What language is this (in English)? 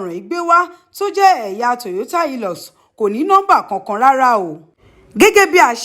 Yoruba